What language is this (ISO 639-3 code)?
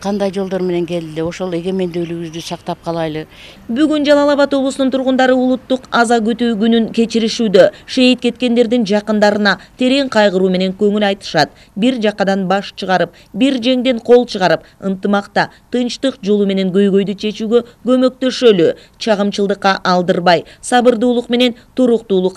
kir